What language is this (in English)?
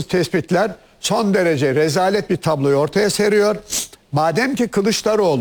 Turkish